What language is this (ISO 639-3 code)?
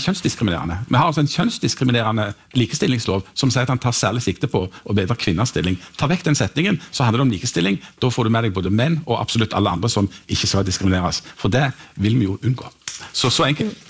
nor